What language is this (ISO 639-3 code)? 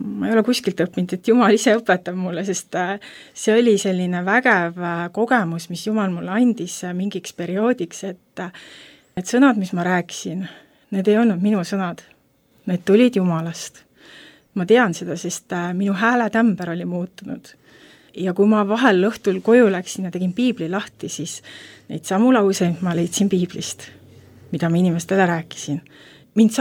est